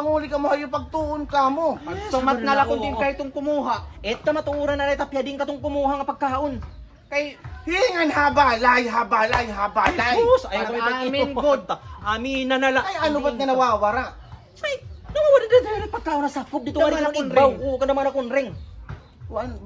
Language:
Waray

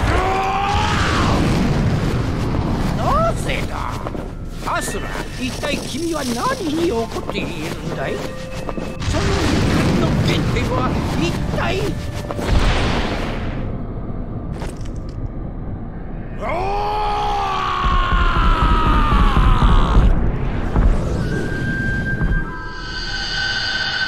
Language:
Japanese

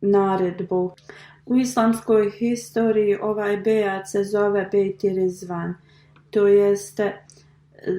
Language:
Bosnian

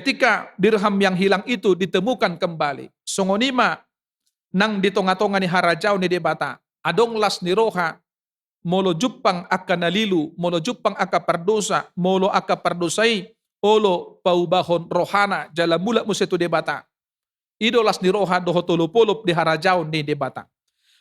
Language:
Batak Toba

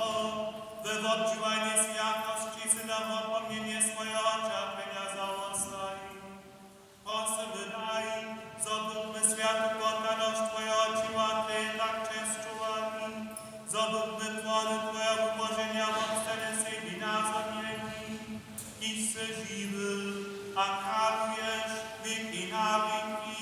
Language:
Upper Sorbian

